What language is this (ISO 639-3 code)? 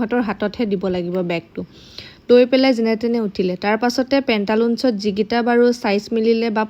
asm